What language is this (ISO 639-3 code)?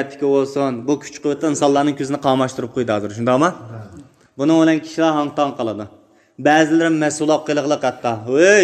uig